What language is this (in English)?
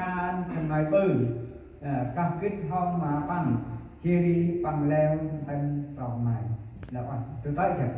Central Mnong